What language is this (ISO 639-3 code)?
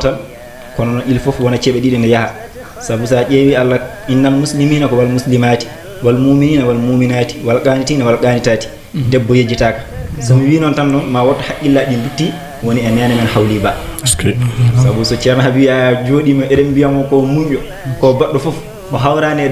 ful